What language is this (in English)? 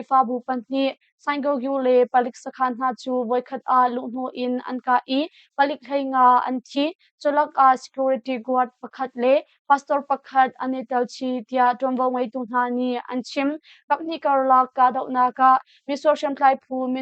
Hakha Chin